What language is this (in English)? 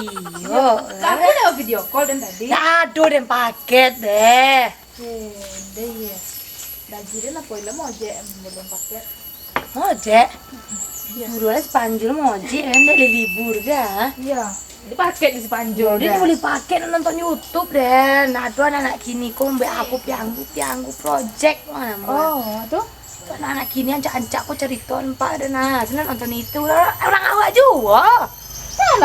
Minangkabau